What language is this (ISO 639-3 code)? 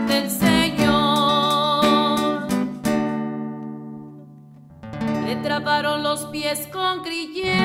spa